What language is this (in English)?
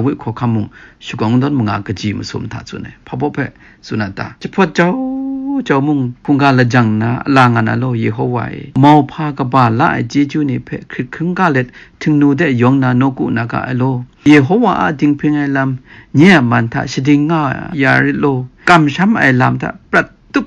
Kachin